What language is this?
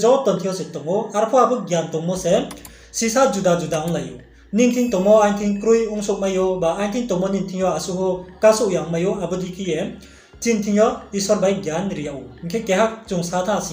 Riang (India)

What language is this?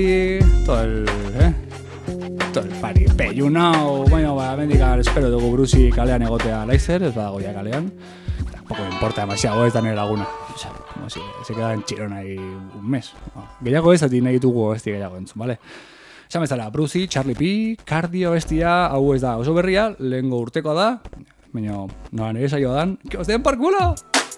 Basque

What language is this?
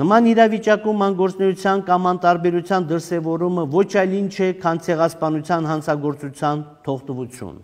Armenian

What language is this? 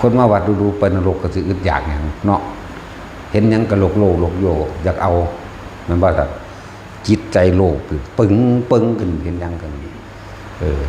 Northeastern Thai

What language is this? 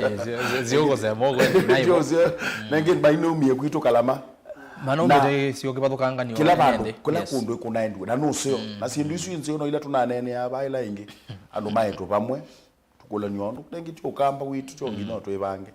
Kamba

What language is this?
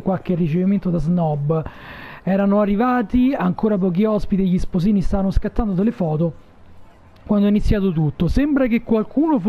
Italian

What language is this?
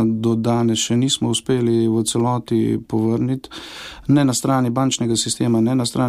Slovenian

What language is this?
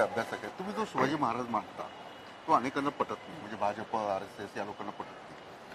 Marathi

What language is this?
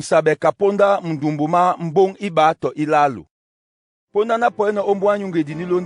Duala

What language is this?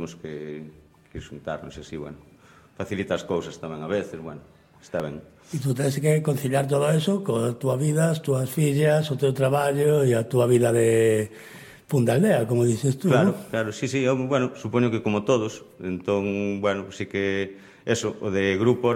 Galician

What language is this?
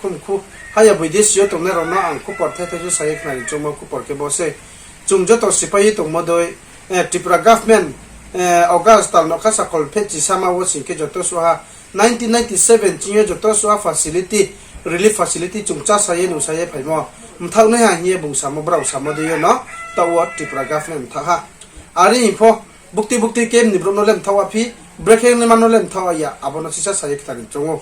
Riang (India)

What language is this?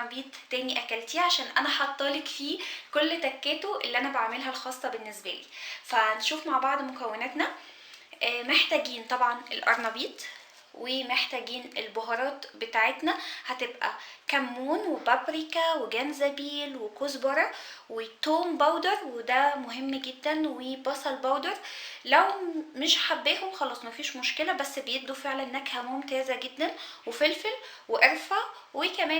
Egyptian Arabic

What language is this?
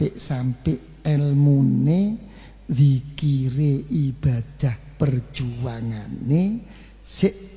Javanese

